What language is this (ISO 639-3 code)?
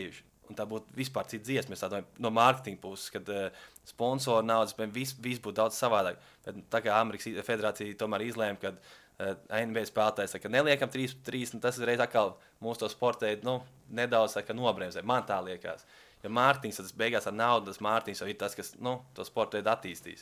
lav